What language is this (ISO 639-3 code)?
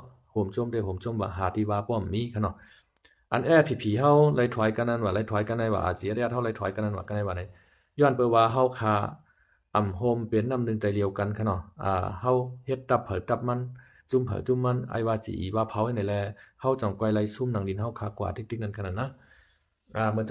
shn